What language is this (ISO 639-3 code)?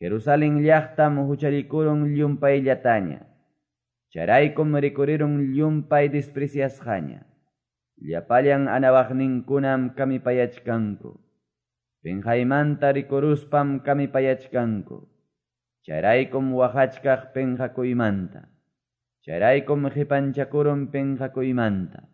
que